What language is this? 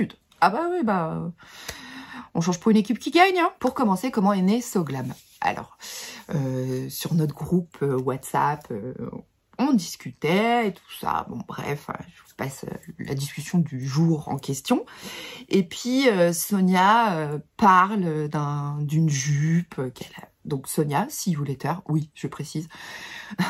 French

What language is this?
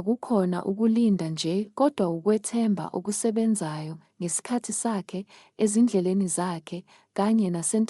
Zulu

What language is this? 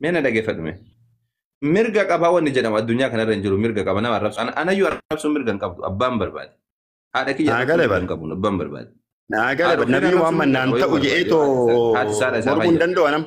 Oromo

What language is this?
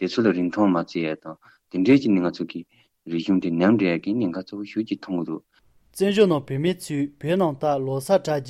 Tibetan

